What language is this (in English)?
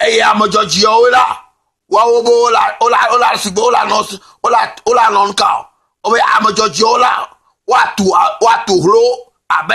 Ewe